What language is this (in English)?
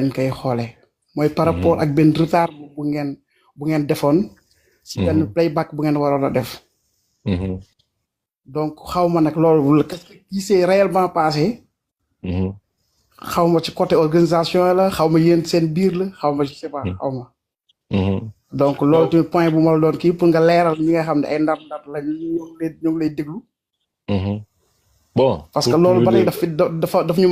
Wolof